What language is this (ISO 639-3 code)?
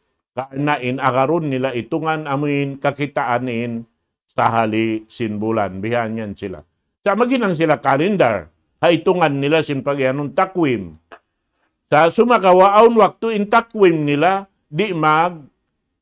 tsg